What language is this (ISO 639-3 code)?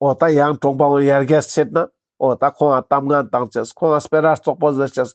lbj